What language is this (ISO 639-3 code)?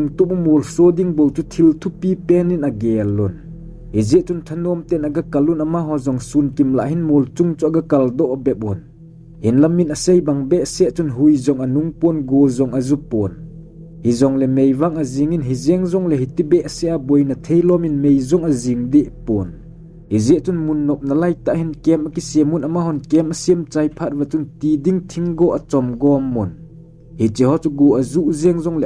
tcz